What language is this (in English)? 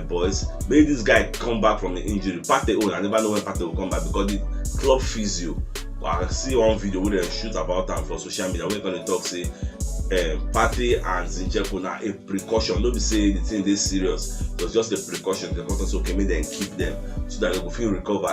Nigerian Pidgin